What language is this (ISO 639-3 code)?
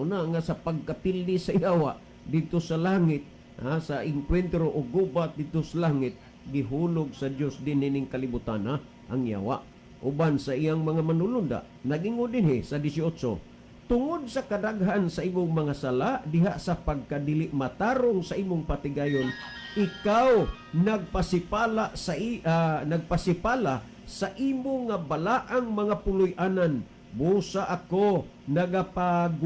ceb